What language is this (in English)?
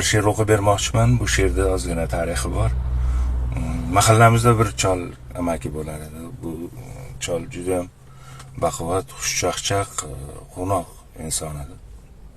Uzbek